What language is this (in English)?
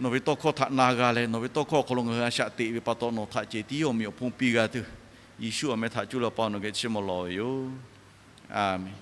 Lahu